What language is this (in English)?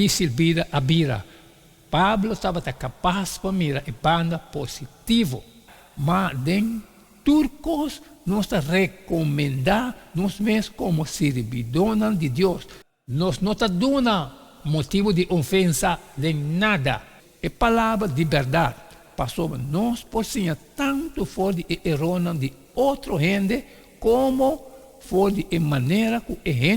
Papiamento